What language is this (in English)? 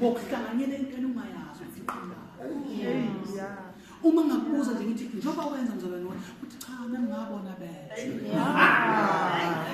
Zulu